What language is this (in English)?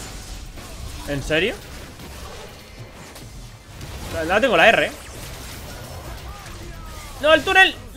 Spanish